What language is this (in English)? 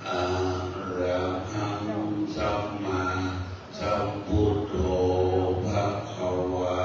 Pali